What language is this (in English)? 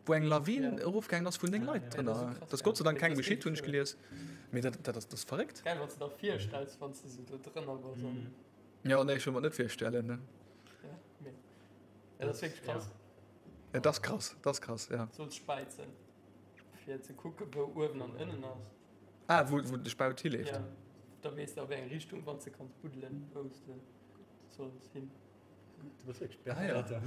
Luxembourgish